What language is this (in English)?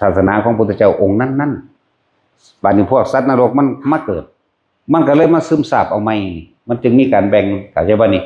Northeastern Thai